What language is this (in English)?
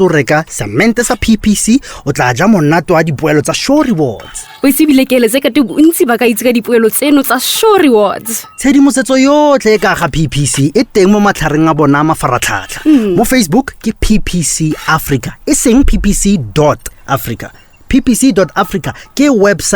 Tswana